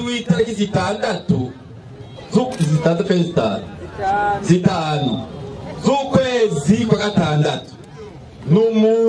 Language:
Rundi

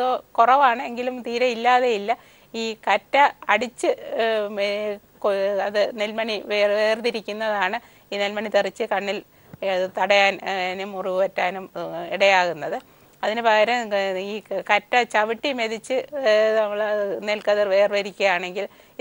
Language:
Malayalam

